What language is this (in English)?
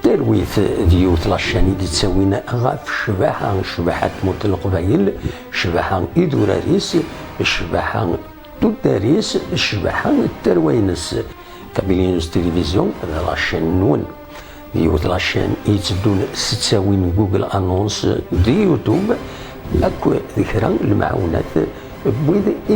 Kabyle